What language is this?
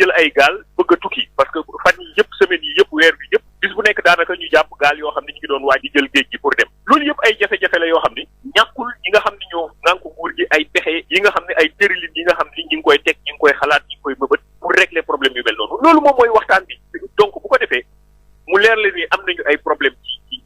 Wolof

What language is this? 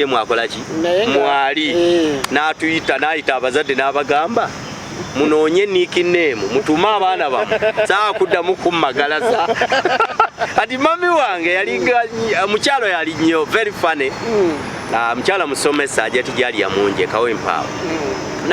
Ganda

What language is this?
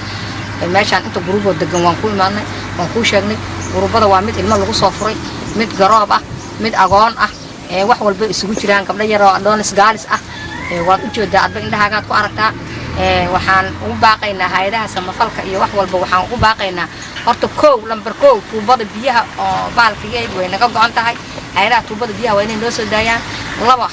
Somali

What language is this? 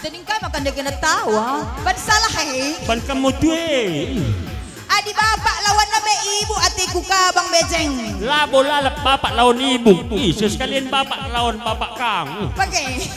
Batak Karo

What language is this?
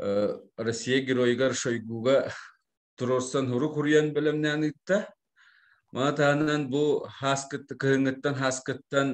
Yakut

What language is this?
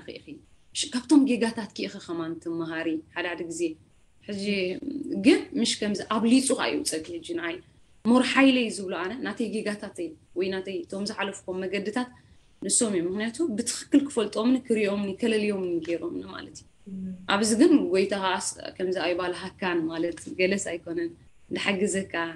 Tigrinya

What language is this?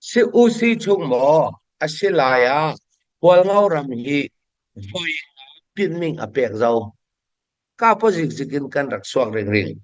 Falam Chin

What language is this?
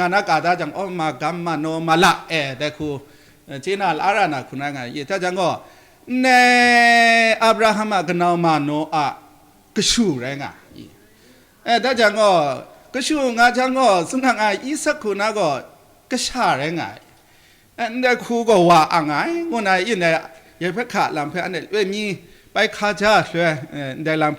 Kachin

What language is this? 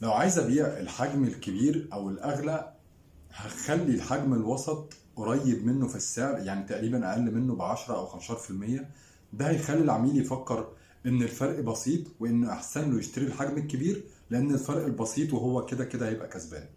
Egyptian Arabic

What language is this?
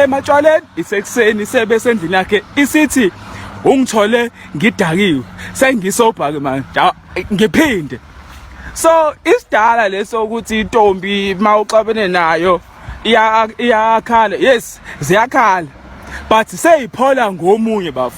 Zulu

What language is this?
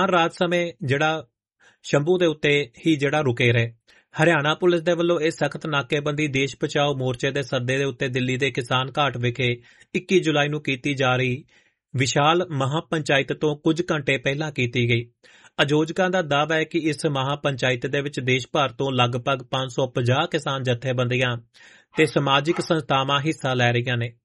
Punjabi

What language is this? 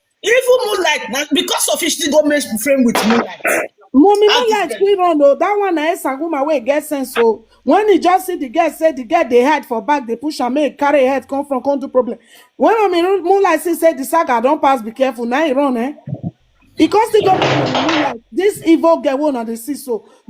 Nigerian Pidgin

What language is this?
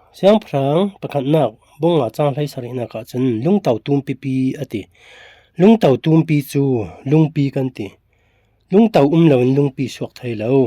Falam Chin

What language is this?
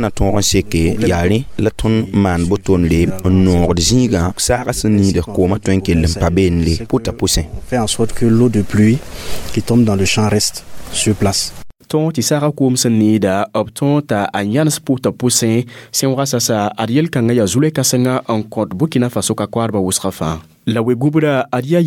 Mossi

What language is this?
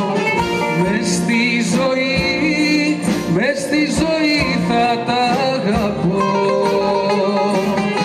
Greek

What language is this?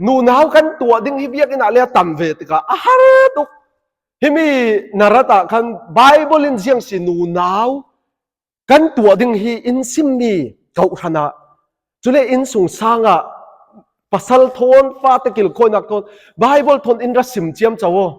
Falam Chin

